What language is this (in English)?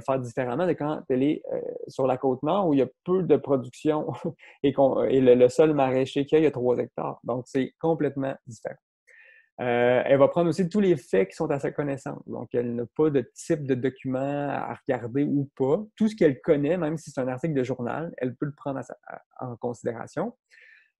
French